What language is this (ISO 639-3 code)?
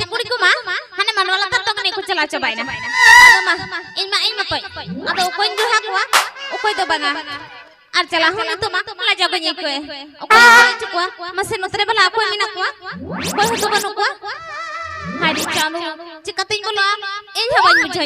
sat